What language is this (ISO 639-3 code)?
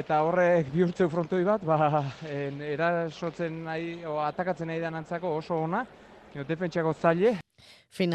eus